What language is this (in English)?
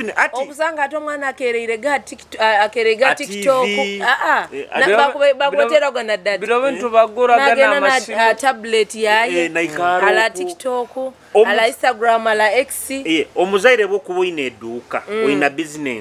Nyoro